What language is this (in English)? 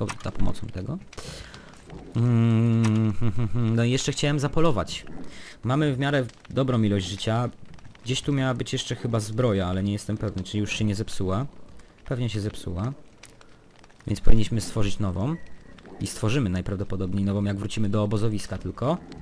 Polish